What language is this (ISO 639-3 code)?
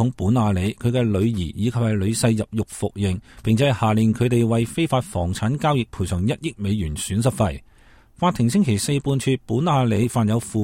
yue